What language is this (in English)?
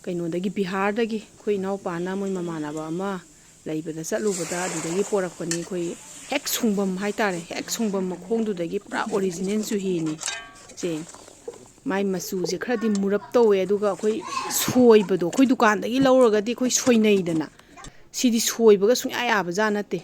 Manipuri